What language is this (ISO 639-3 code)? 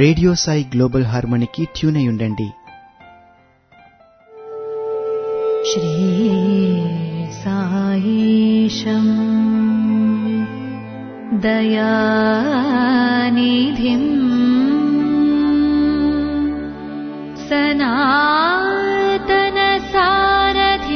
tel